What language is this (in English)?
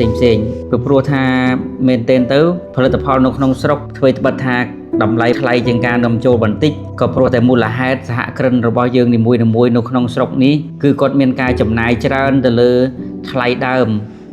Khmer